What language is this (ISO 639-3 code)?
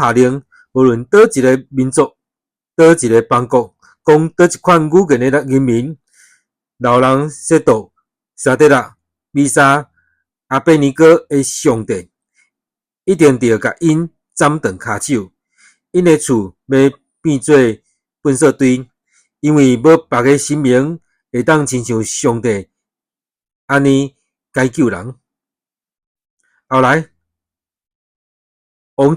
nan